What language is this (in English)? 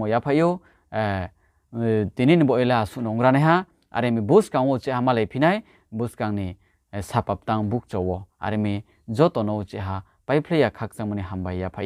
Riang (India)